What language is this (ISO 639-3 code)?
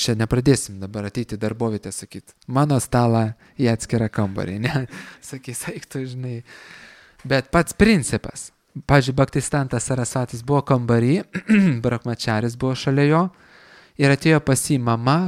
lit